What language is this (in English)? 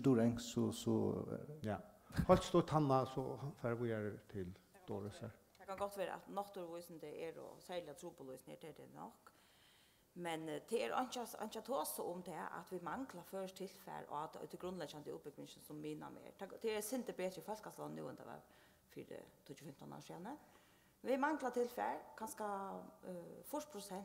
Faroese